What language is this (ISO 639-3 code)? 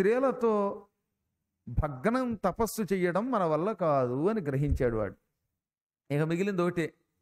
tel